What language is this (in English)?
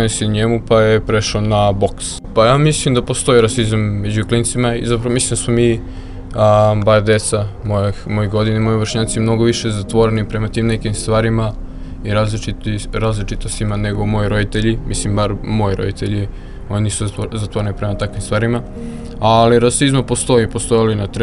Serbian